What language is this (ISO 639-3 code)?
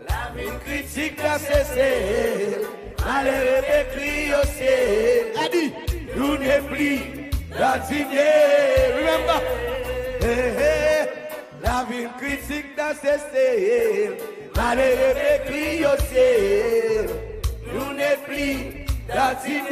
crs